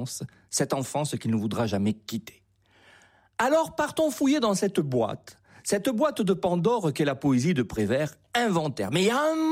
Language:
French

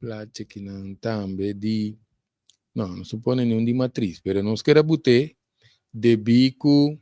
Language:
Papiamento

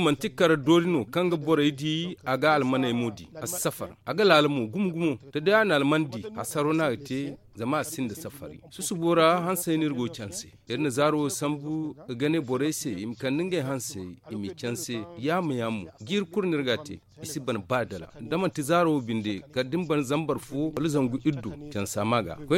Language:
Zarma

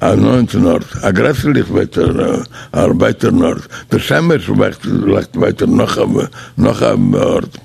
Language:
Yiddish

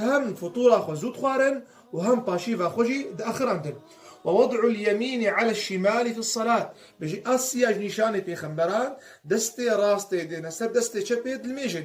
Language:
Kurdish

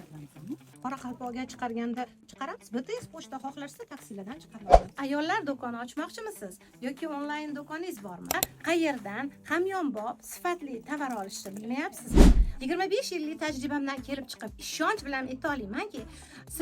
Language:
Uzbek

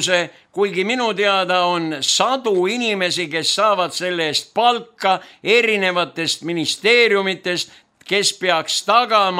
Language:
Estonian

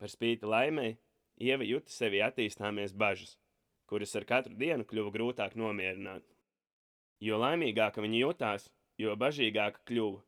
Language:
Latvian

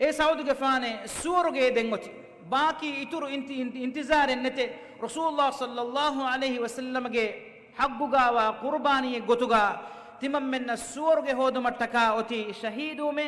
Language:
Divehi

